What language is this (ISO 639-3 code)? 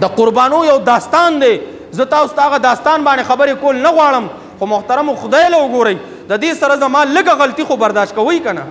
pus